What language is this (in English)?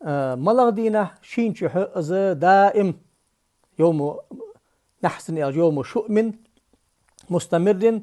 Ingush